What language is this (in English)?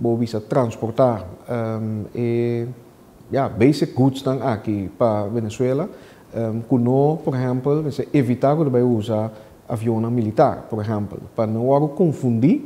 Papiamento